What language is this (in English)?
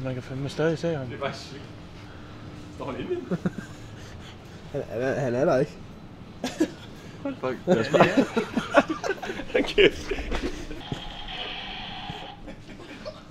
Danish